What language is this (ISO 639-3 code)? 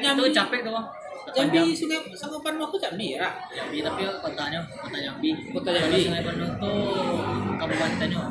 min